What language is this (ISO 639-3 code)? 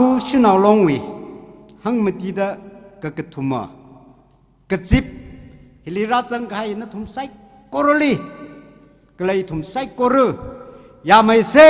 nmf